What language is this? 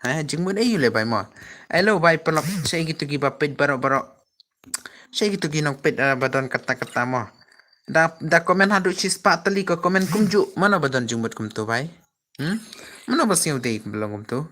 Khasi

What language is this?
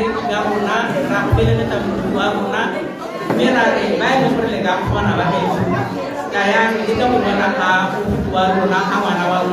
Tswana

